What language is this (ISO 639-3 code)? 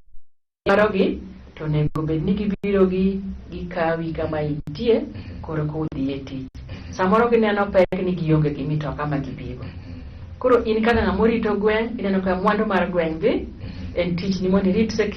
luo